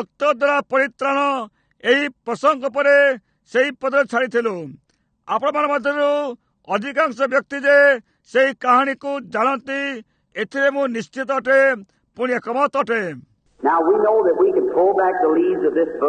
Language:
Odia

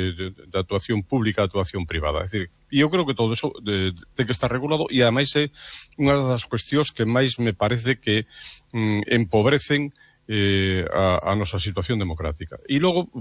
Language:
Galician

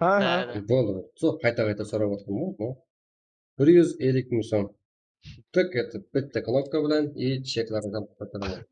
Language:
Kara-Kalpak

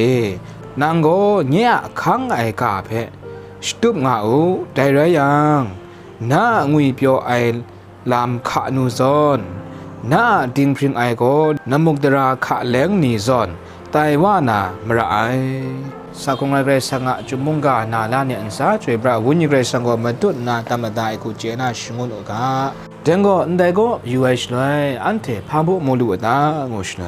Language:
Kachin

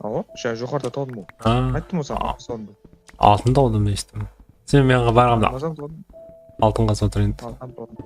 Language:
Kara-Kalpak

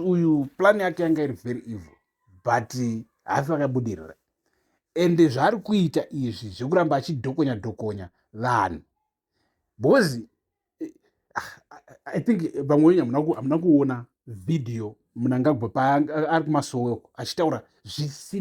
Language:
Shona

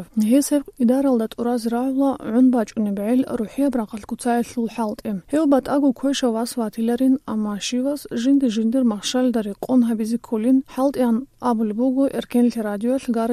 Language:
Avaric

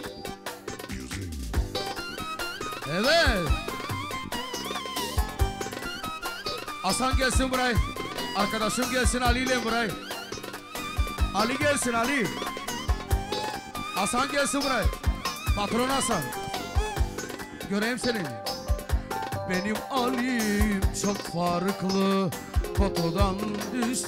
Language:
Turkish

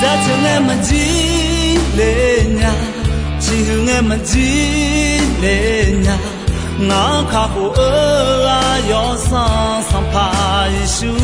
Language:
Akha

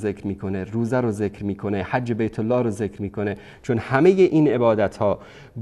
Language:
Persian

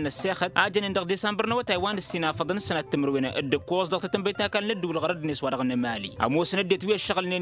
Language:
Tamasheq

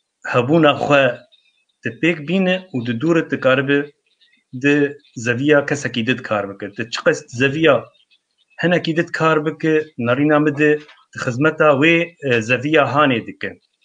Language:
Kurdish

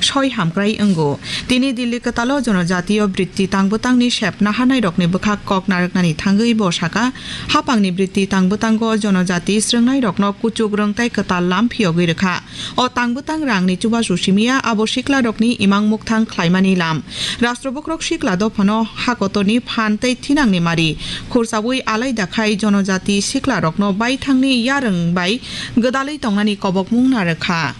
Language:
Kok Borok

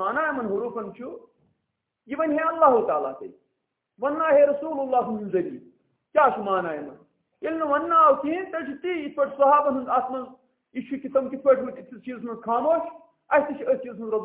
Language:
Kashmiri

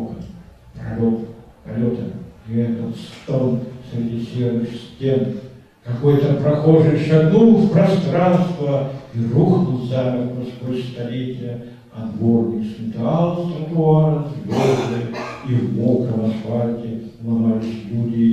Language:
Russian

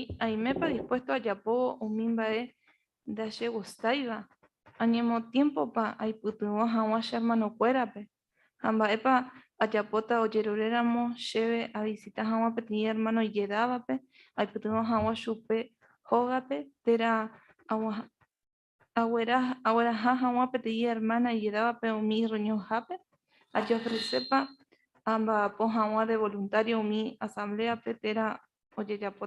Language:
Guarani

